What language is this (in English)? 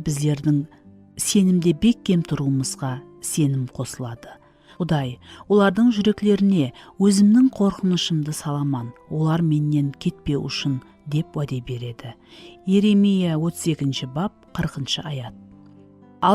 Kara-Kalpak